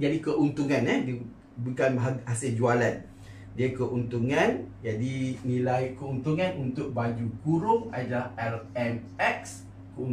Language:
Malay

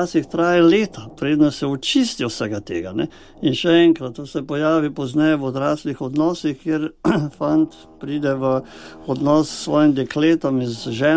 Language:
Slovenian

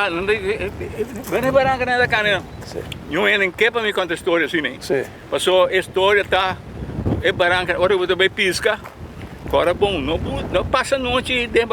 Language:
Papiamento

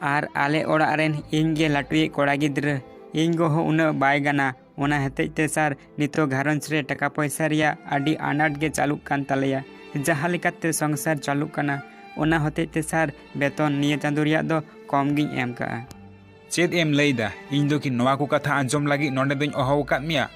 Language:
Santali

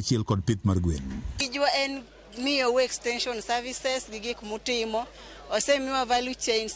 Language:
Luo (Kenya and Tanzania)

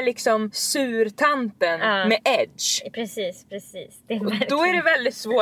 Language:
Swedish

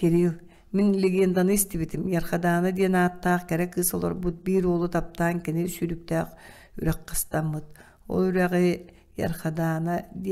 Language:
Yakut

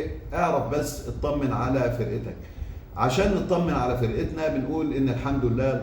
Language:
Egyptian Arabic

